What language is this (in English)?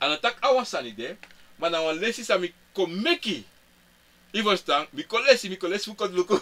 Sranan Tongo